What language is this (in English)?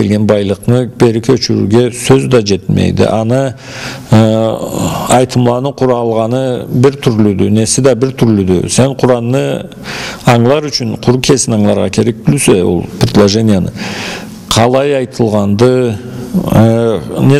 Karachay-Balkar